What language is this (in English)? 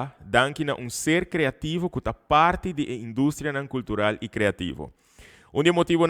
Papiamento